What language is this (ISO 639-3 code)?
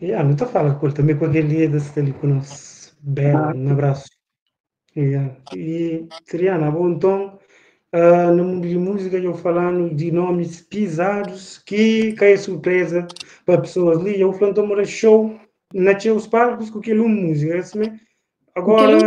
kea